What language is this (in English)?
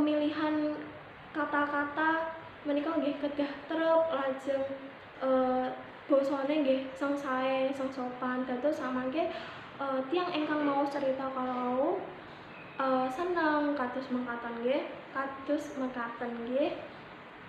Javanese